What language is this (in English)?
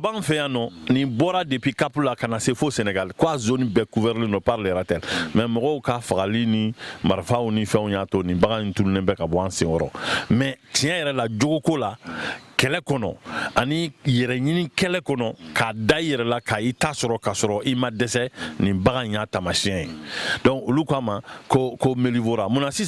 Bambara